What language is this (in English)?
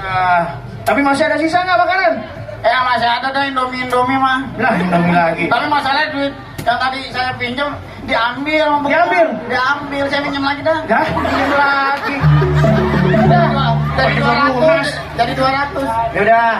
Betawi